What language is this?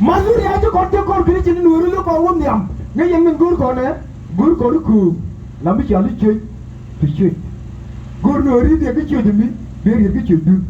Nuer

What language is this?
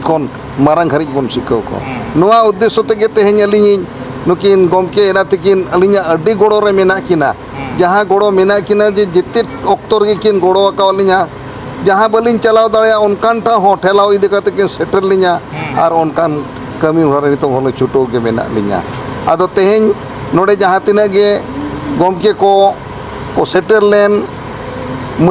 Santali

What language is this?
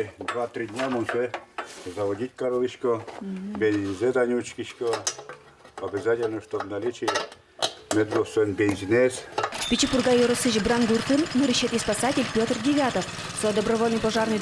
Udmurt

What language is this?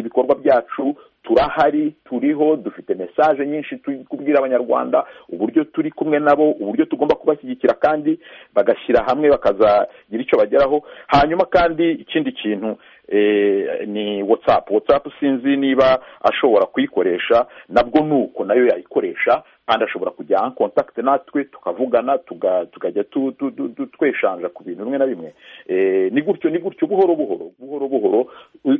Kinyarwanda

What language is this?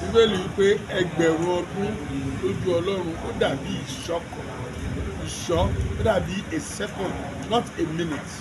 Yoruba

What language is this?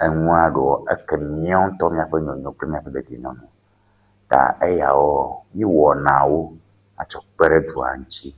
Ewe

